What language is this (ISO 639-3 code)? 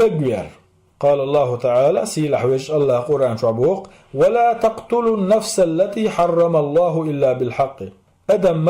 che